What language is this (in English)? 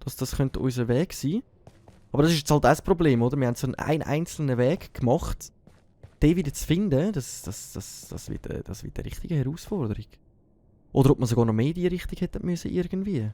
Swiss German